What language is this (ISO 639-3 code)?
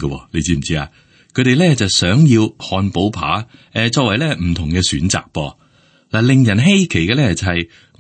yue